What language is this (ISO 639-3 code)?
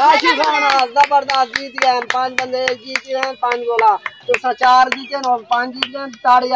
skr